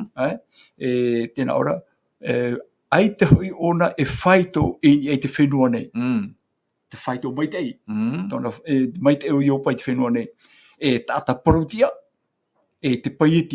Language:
Tahitian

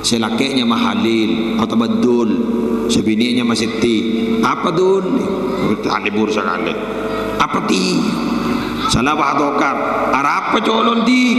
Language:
Madurese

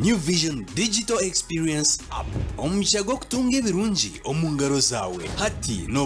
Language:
Nyankole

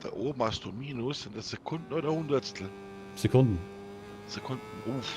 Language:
Bavarian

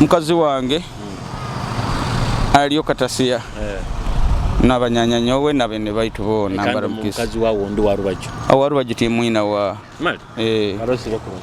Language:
Nyoro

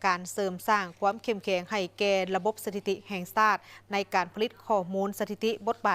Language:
Lao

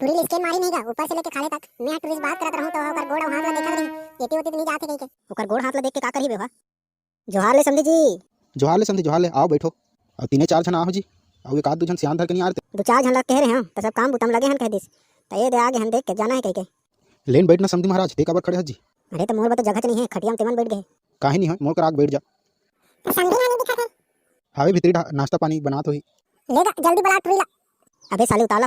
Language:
Chhattisgarhi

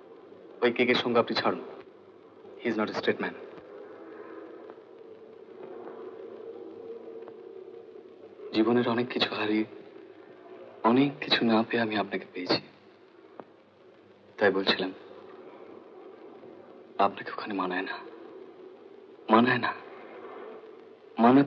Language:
Bangla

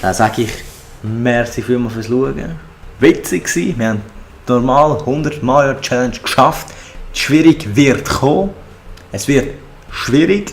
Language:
Swiss German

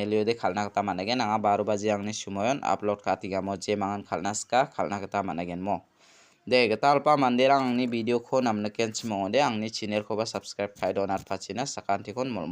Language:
Garo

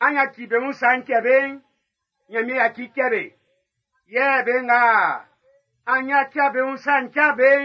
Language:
Baoulé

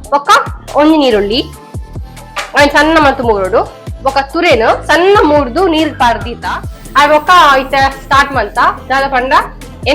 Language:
Tulu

